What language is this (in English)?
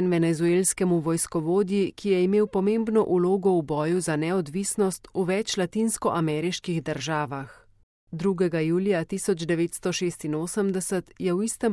Slovenian